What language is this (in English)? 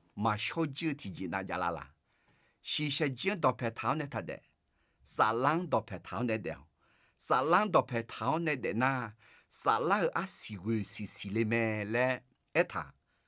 Akha